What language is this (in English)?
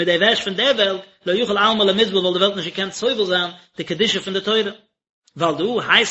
Yiddish